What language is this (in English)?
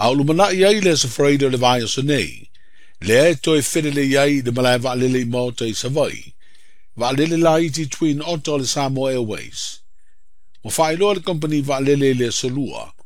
Samoan